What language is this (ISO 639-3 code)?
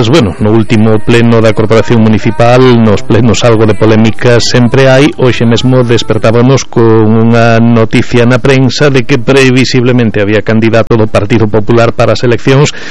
glg